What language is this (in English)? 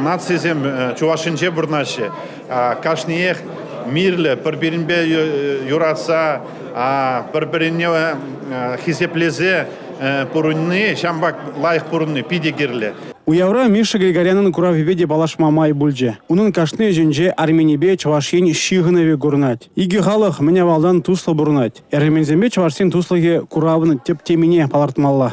Chuvash